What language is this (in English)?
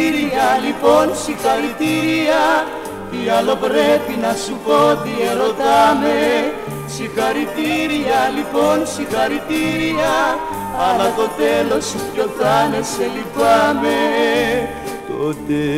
Greek